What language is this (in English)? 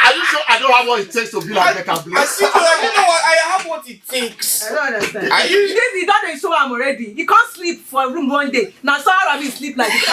Nigerian Pidgin